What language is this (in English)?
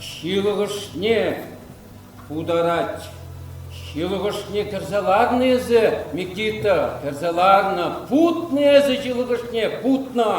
Chuvash